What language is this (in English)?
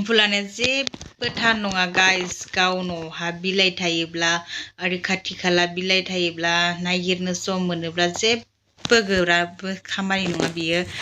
Bodo